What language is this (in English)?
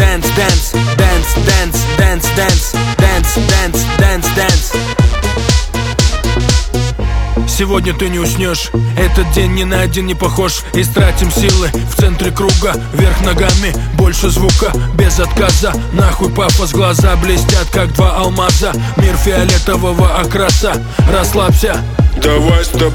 Russian